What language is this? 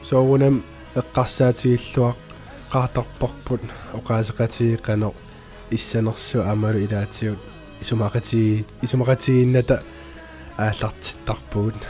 Kalaallisut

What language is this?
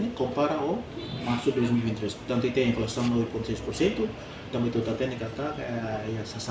Tetum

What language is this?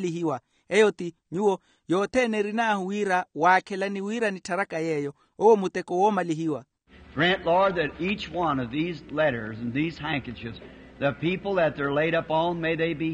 Makhuwa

